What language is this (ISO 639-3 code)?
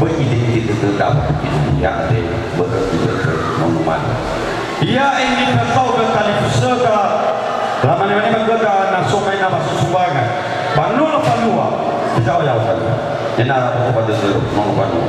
nia